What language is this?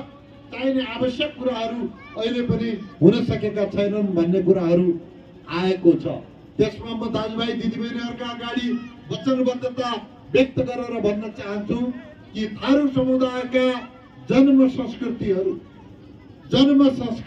Nepali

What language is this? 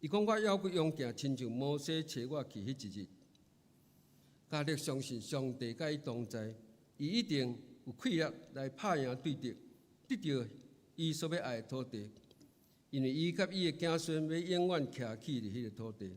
Min Nan Chinese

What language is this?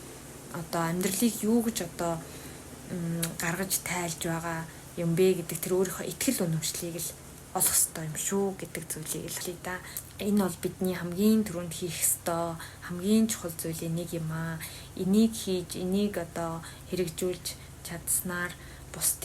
Mongolian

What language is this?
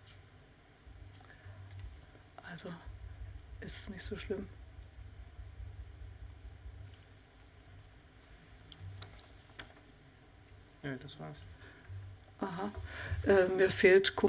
German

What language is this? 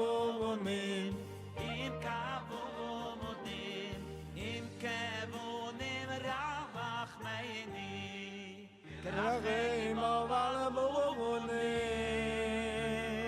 Yiddish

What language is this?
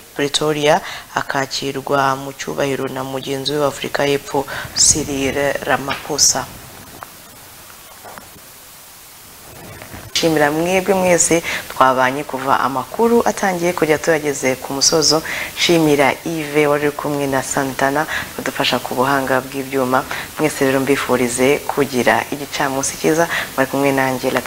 Kinyarwanda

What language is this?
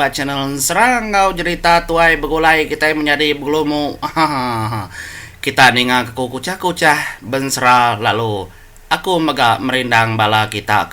Iban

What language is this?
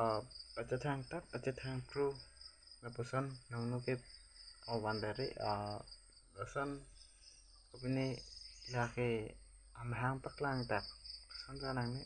Karbi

